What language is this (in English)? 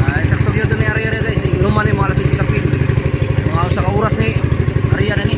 Cebuano